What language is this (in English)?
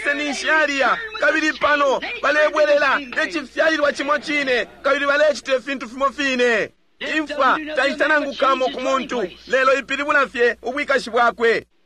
Bemba